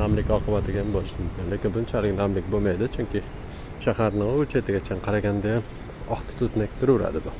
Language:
Uzbek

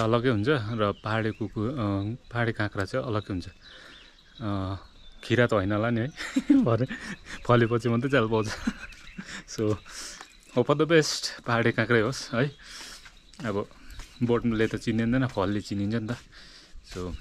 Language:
Nepali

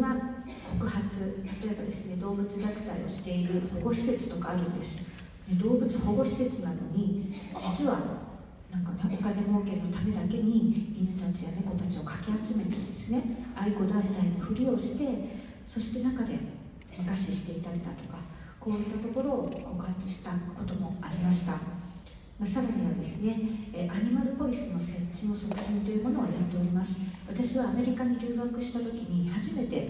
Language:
Japanese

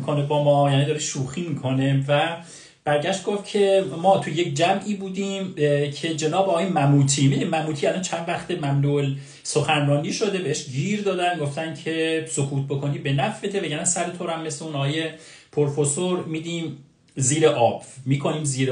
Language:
Persian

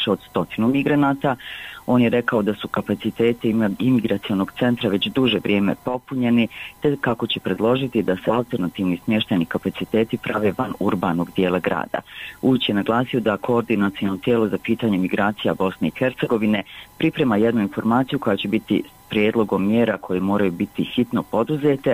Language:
Bosnian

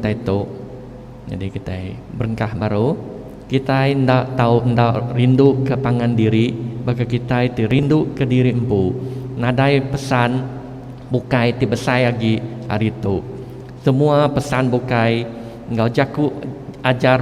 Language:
Iban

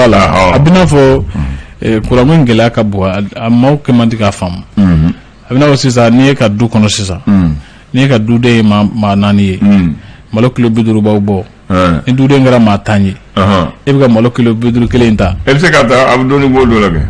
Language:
Bambara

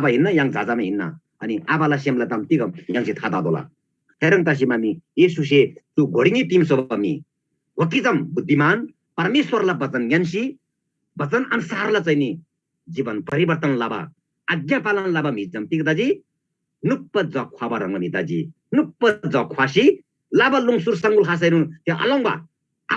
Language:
Eastern Tamang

